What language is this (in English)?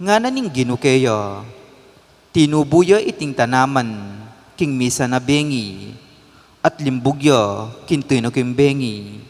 Pampanga